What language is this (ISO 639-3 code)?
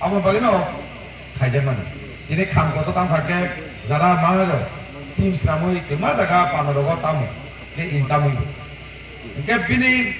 trp